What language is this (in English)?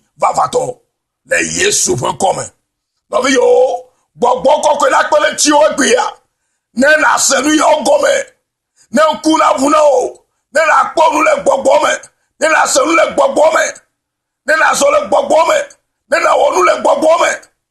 Ewe